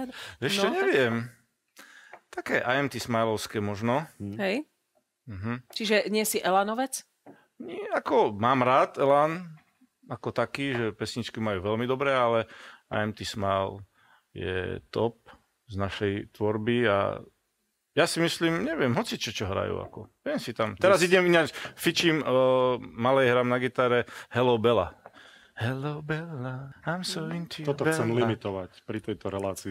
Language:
Slovak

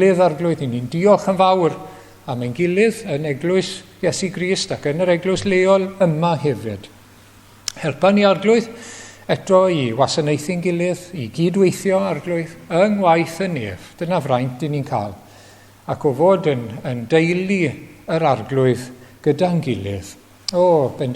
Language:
Welsh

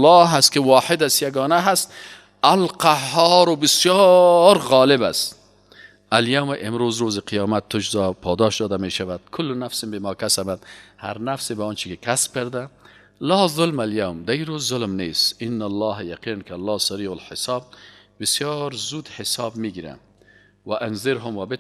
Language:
Persian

